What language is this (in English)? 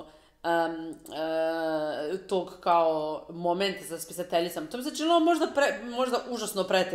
Croatian